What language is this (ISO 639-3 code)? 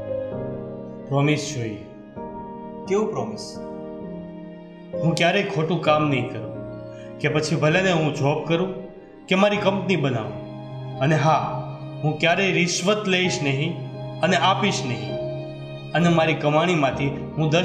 guj